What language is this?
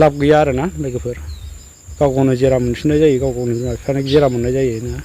Bodo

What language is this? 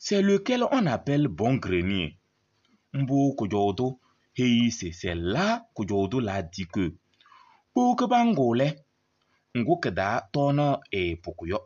Kabiyè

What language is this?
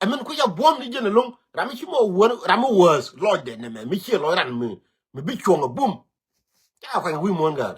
Nuer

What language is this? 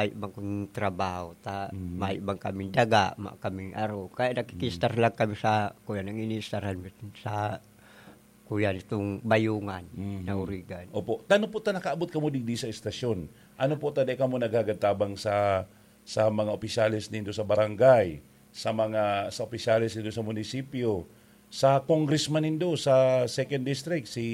Bikol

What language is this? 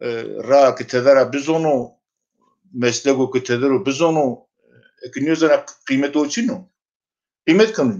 Zaza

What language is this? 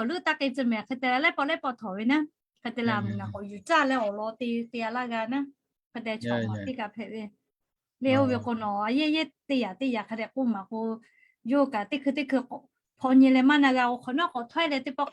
Lahu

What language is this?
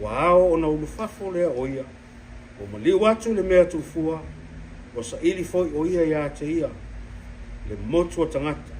Samoan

